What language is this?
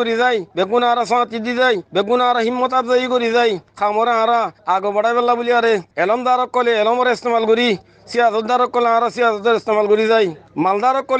Rohingya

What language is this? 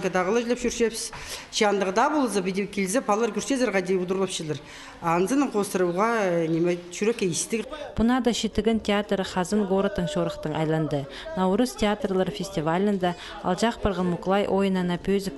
Khakas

